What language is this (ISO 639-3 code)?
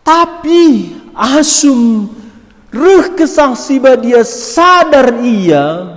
btx